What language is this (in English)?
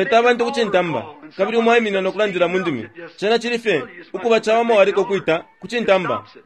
Bemba